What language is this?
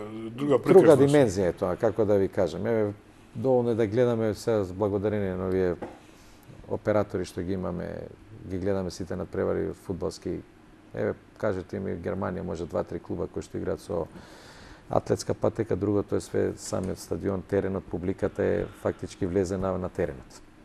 Macedonian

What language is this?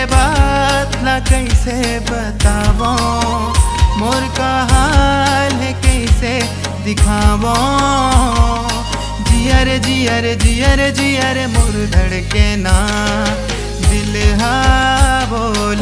Chhattisgarhi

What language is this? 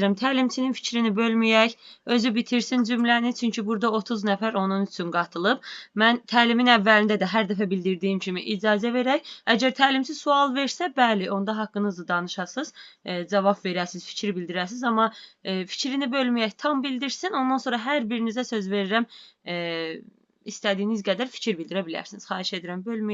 Azerbaijani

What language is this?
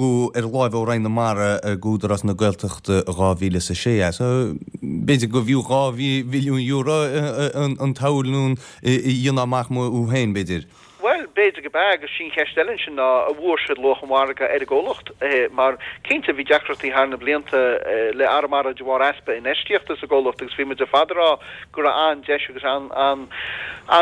Irish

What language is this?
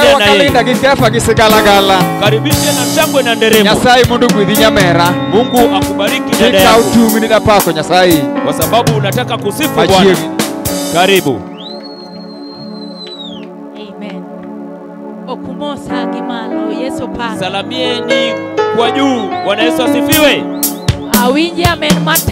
Luo (Kenya and Tanzania)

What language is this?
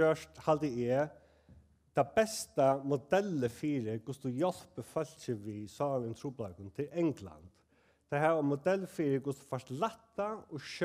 Faroese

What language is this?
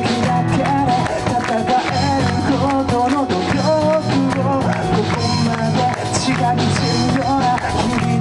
Japanese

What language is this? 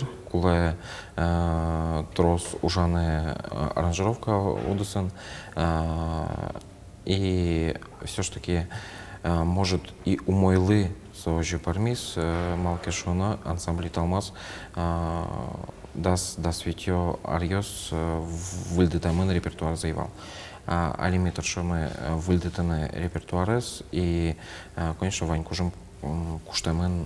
Udmurt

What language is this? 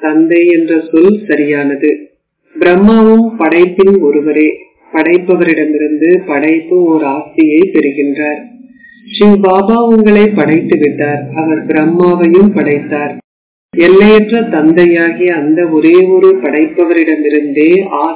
Tamil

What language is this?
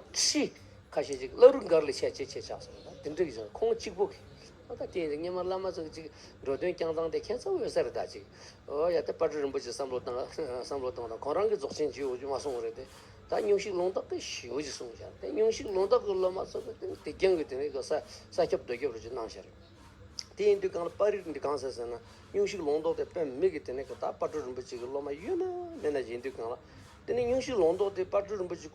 Tibetan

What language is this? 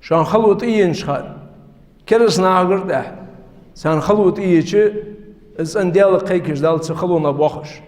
Ingush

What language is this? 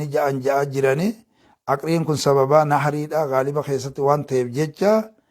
Oromo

